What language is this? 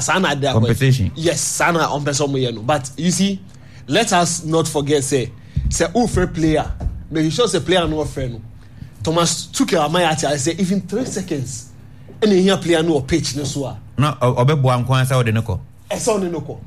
Akan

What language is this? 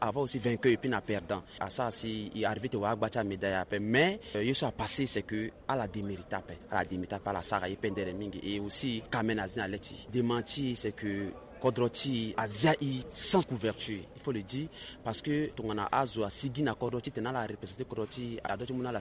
Sango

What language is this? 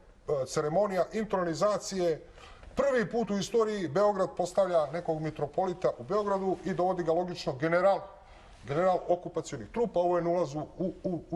Bosnian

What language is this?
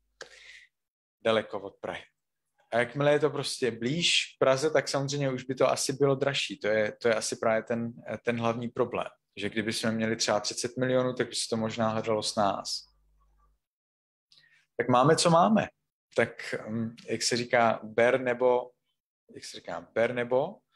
Czech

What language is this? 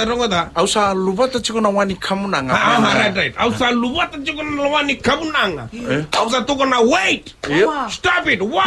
Fijian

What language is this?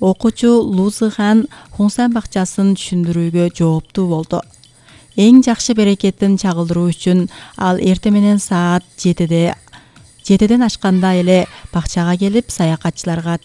Kyrgyz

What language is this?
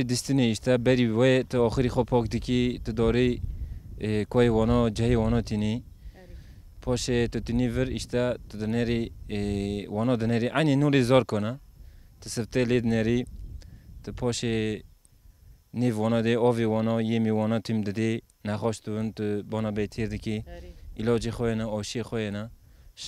Kurdish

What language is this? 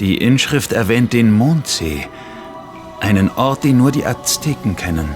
Bavarian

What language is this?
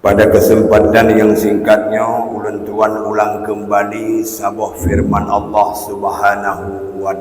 Achinese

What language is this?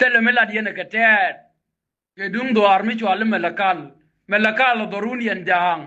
Nuer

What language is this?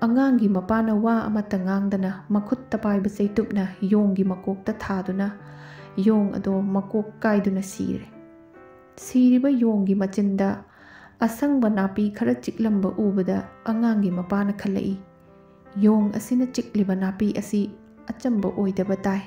Manipuri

